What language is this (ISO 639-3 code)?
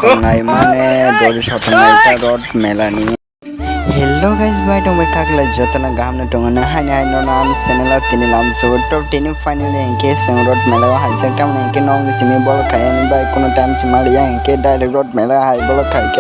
trp